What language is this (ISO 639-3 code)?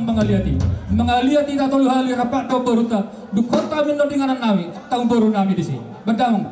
bbc